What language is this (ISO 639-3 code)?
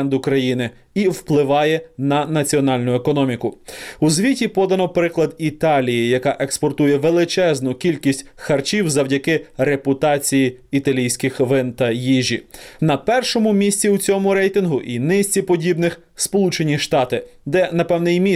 ukr